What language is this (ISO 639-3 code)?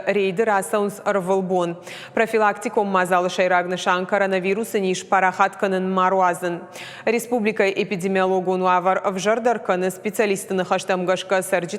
oss